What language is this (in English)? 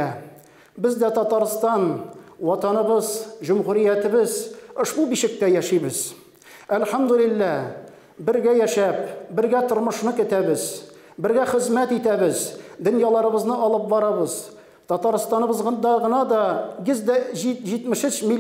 Tatar